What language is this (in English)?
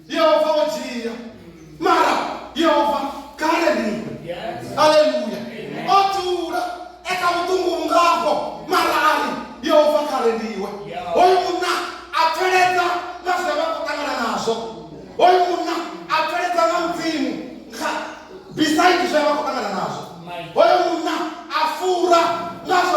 Venda